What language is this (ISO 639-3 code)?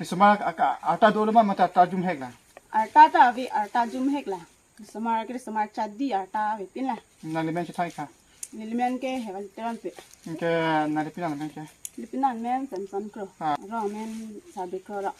mjw